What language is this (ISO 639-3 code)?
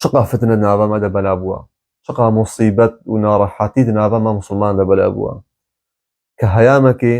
kur